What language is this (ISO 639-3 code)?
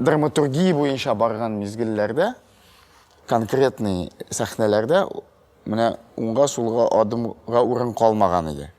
tat